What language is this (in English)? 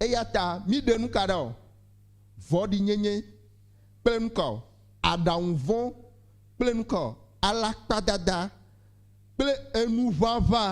Ewe